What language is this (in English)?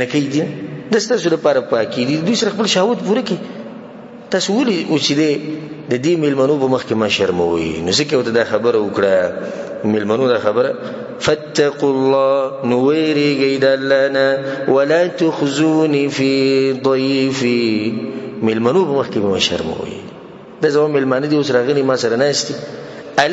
Pashto